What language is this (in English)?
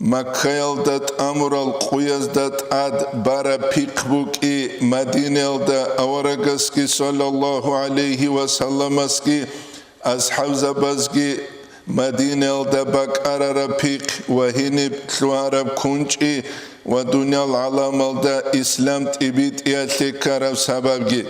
Avaric